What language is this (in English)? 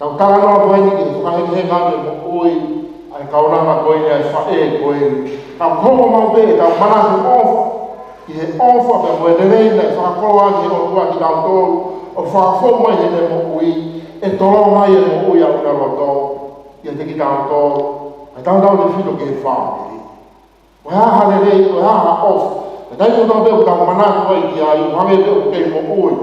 Tongan